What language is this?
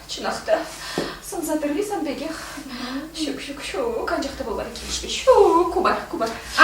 Chuvash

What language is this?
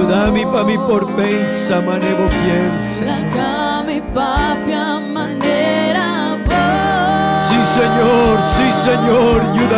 Papiamento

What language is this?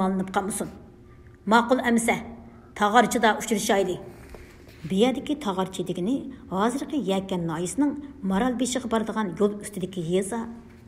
Uyghur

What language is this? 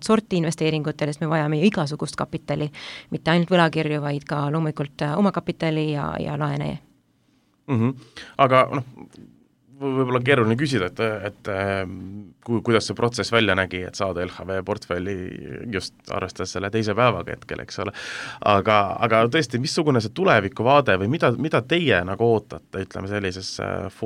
Estonian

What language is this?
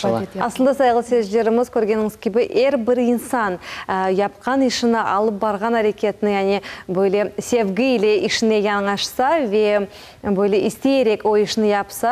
Crimean Tatar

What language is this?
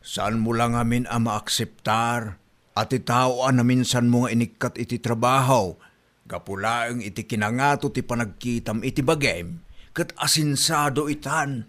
Iloko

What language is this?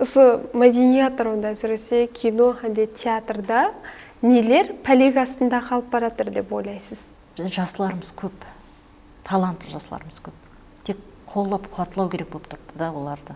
Kara-Kalpak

